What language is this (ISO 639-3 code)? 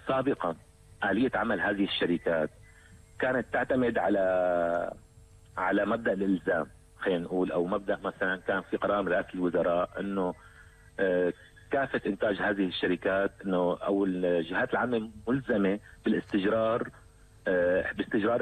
apc